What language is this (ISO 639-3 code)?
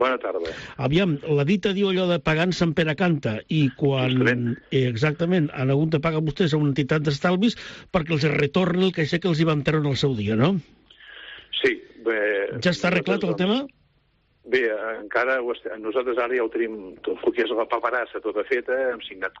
cat